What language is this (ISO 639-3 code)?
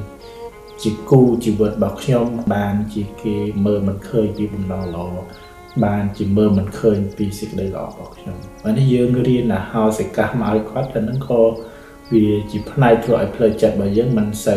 khm